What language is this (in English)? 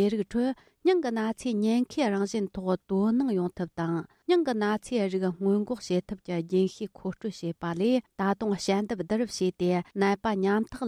Tibetan